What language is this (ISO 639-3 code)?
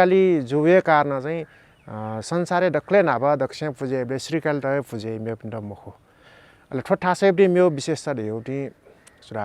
new